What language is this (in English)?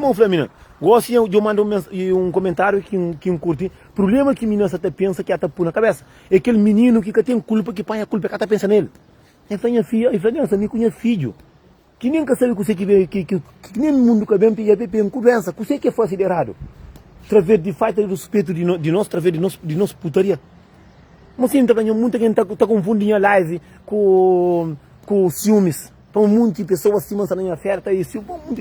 Kabuverdianu